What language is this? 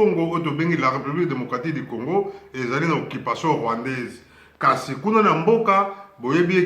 Lingala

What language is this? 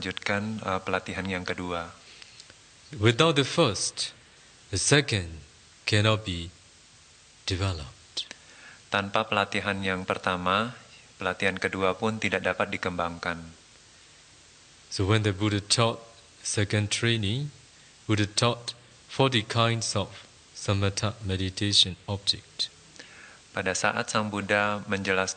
Indonesian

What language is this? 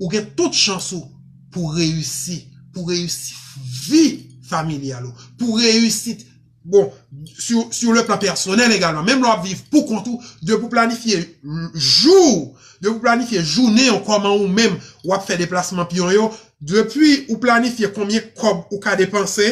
Haitian Creole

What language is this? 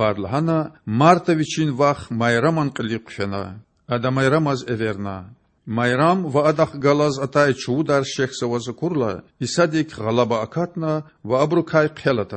Lezghian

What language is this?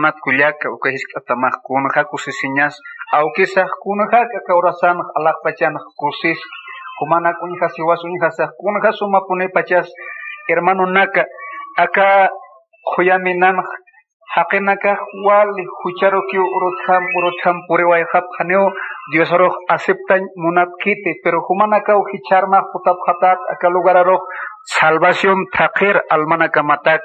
Aymara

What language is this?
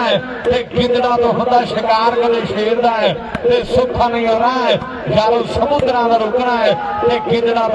Punjabi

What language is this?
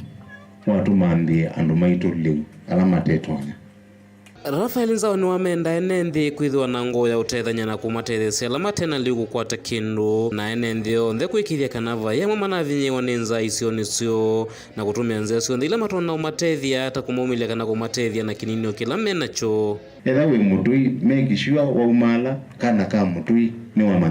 Kamba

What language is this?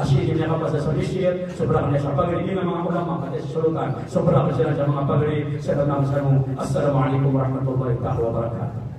Maranao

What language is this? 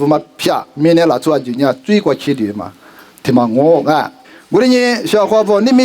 Lisu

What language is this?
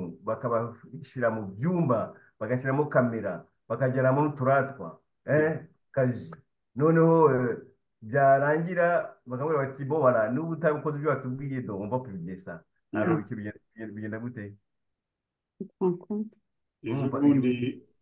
Kinyarwanda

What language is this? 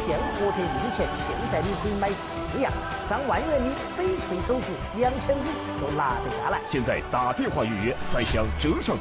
Chinese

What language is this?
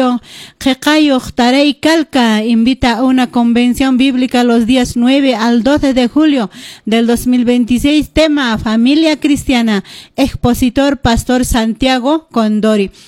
Quechua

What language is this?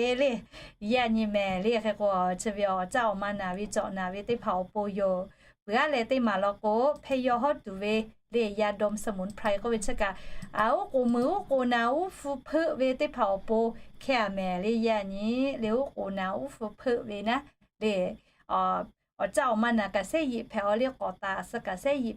Lahu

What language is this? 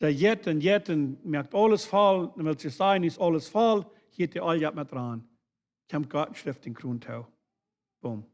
Plautdietsch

